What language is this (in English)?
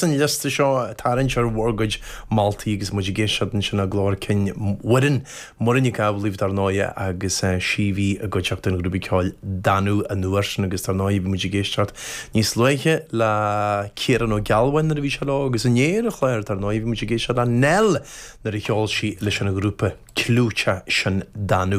Irish